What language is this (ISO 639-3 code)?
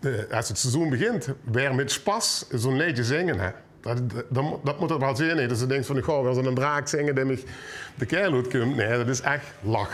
lim